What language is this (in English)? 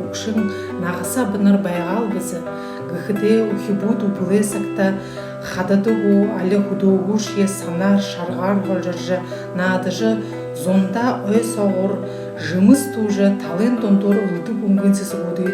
Buriat